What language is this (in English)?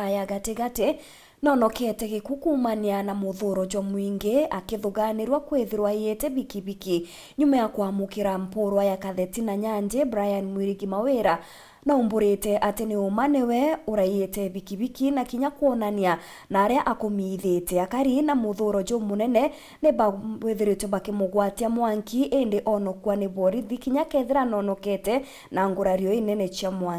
Meru